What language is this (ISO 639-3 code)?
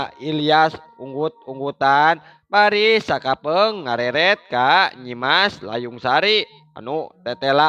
sun